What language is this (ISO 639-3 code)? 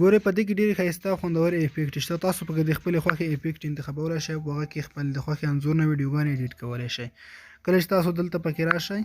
pus